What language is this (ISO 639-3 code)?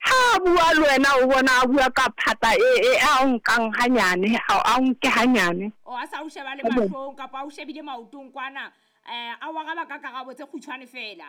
sot